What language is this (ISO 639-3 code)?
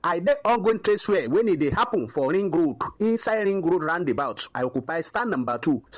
pcm